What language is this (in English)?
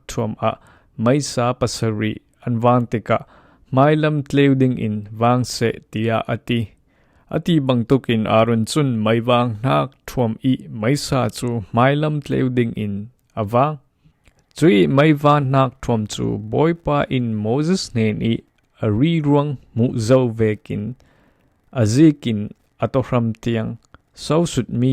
Falam Chin